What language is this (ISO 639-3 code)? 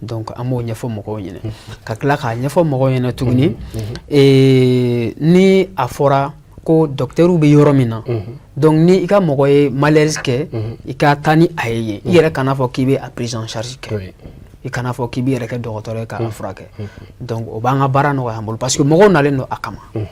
bam